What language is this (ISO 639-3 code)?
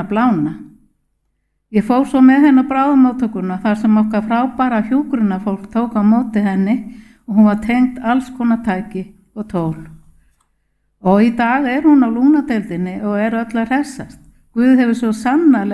isl